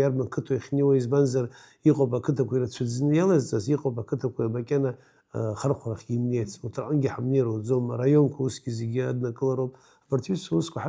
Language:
Abkhazian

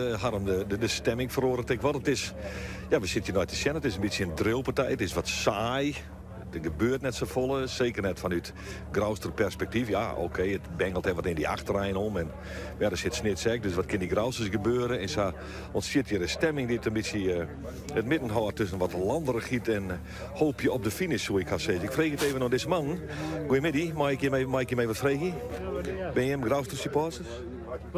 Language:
Western Frisian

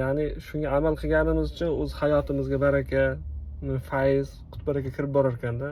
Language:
Uzbek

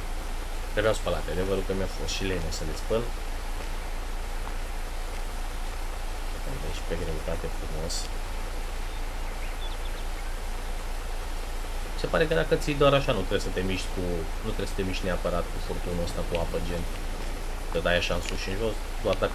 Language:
Romanian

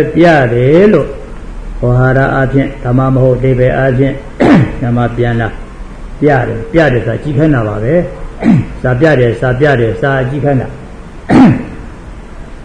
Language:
Burmese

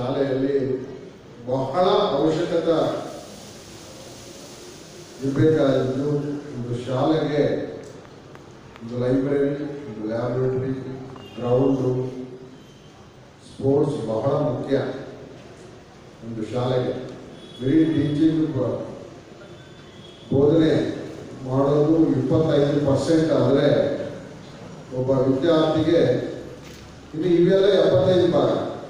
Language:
Kannada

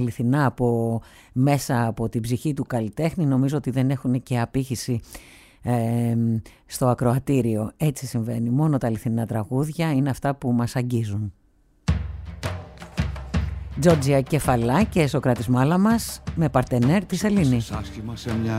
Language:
Greek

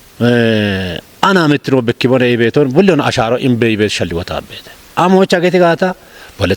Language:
Kafa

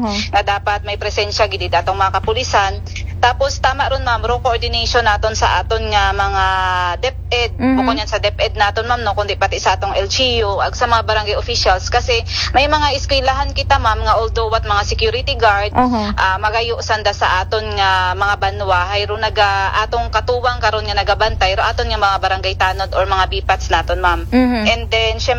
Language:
Aklanon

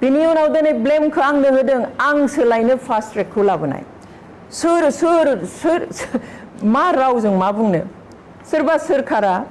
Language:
Bodo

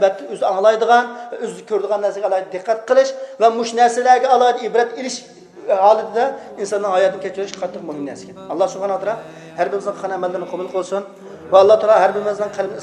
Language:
Uyghur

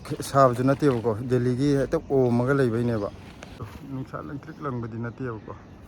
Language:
Manipuri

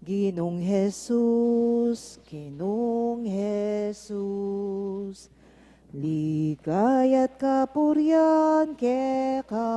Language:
Pampanga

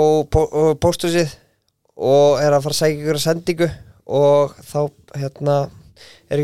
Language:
Icelandic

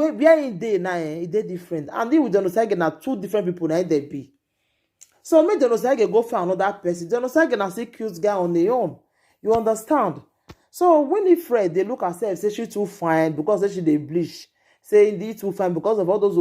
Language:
Nigerian Pidgin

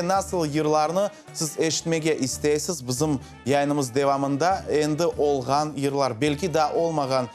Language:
Crimean Tatar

